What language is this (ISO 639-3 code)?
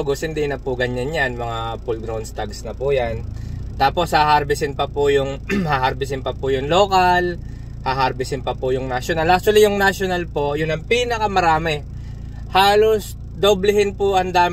fil